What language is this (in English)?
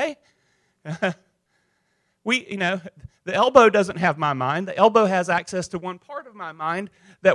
English